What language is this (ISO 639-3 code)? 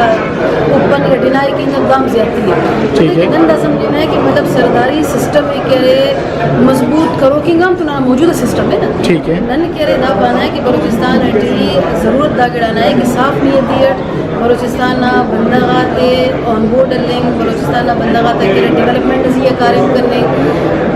brh